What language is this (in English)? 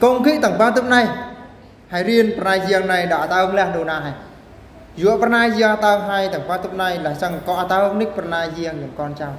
Eastern Bru